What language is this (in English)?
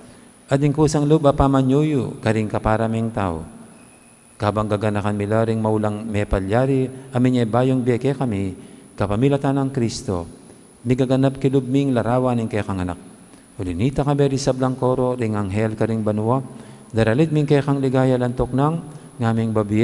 Pampanga